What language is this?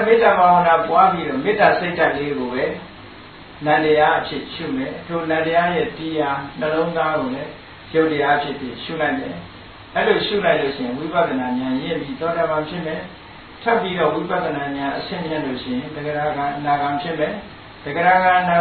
Burmese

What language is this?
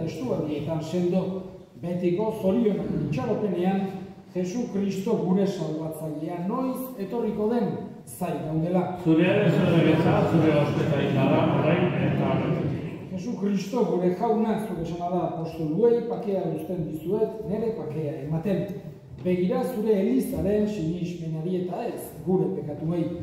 Basque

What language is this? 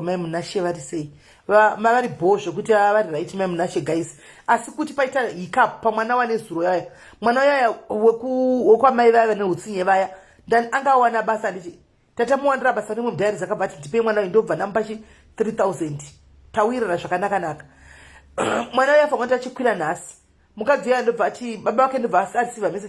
Shona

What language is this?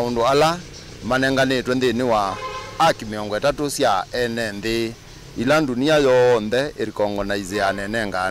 Kamba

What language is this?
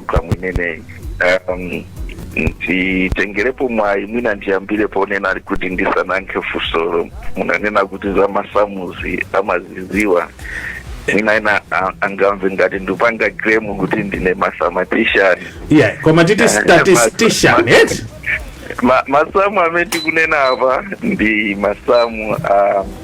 Nyanja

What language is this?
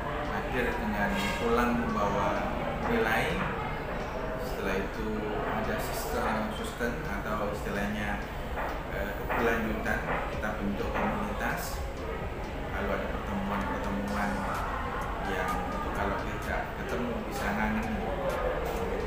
Indonesian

